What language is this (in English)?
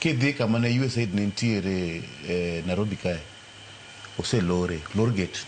Luo (Kenya and Tanzania)